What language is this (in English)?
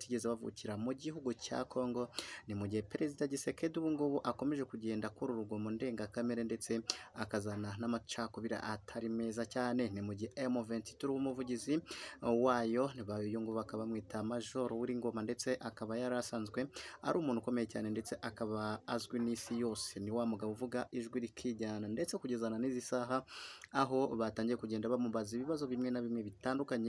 Kinyarwanda